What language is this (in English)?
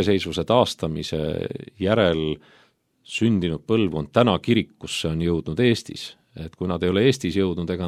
Estonian